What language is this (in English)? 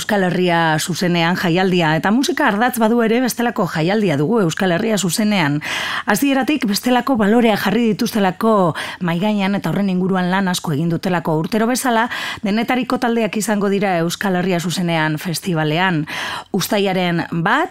Basque